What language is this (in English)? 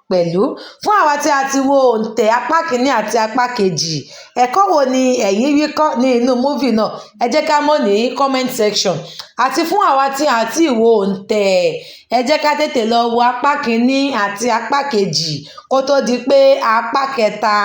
Yoruba